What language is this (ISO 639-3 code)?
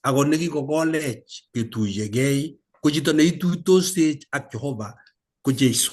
kln